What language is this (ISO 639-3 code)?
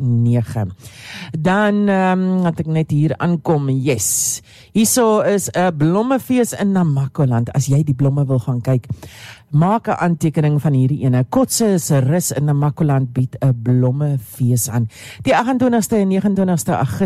afr